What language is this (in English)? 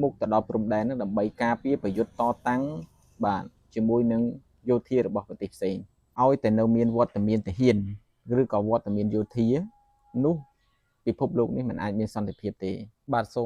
Khmer